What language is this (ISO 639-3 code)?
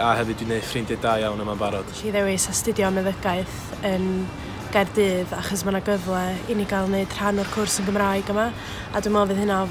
cym